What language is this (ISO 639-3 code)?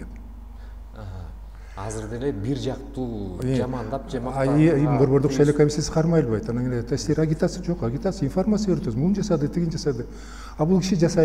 kir